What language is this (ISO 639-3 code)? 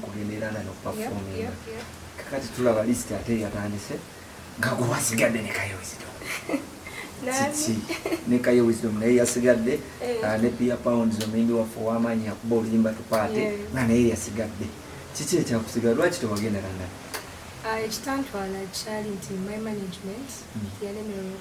lug